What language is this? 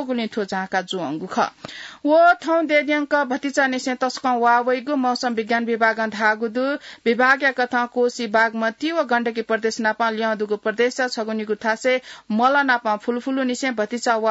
Newari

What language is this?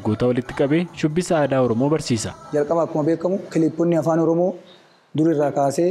Oromo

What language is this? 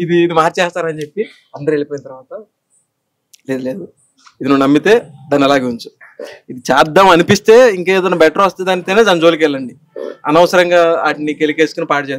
Telugu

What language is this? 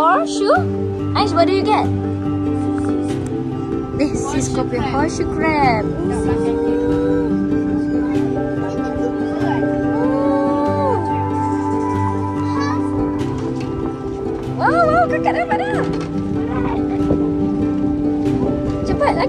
Malay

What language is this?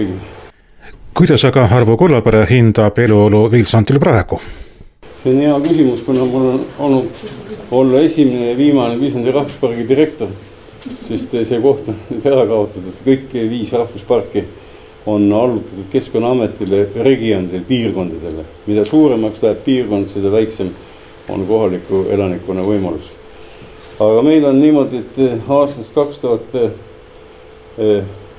Estonian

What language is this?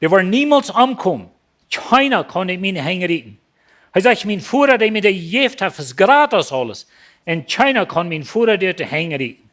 Plautdietsch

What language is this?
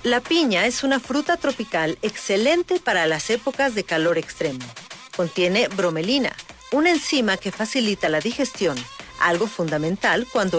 Spanish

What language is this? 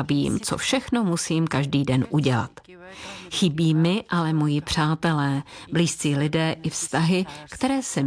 Czech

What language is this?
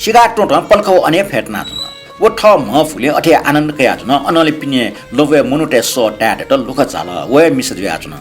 Newari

